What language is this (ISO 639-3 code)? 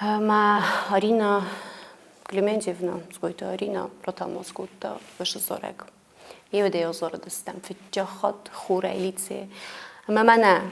oss